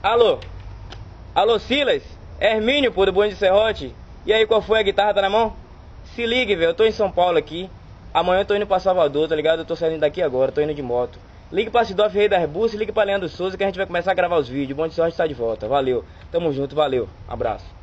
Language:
Portuguese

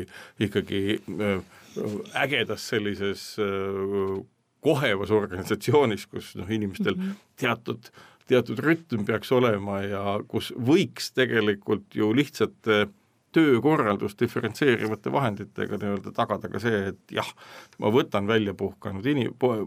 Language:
Estonian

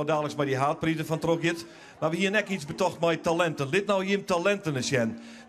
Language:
Western Frisian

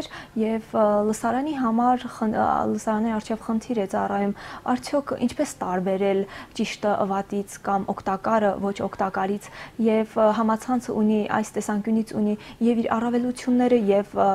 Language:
Armenian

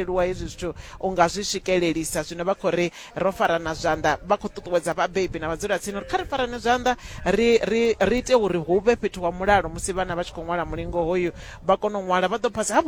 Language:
Venda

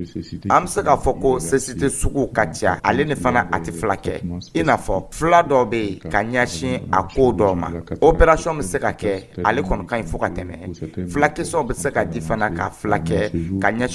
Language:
Dyula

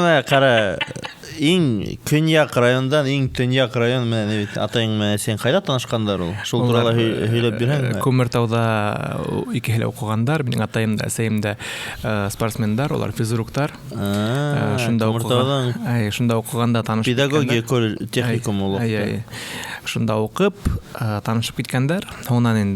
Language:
Bashkir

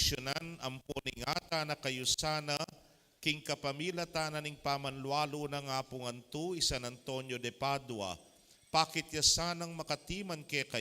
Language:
Pampanga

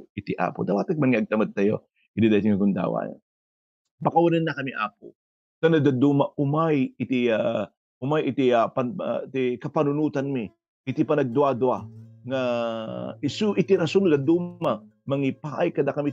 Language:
Iloko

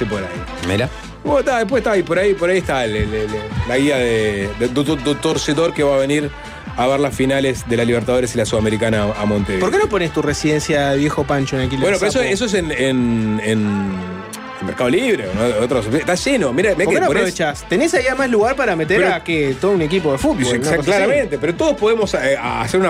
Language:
Spanish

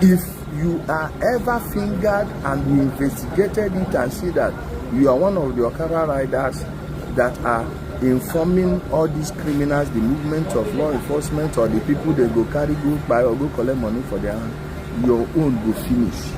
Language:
Igbo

